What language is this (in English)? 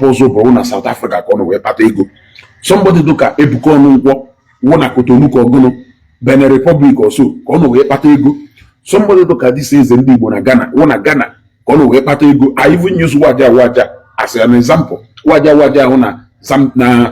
Igbo